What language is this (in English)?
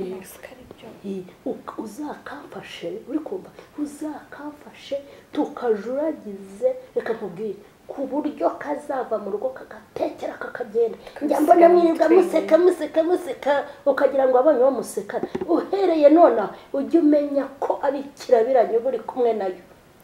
Kinyarwanda